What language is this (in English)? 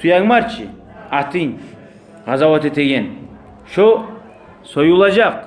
Kumyk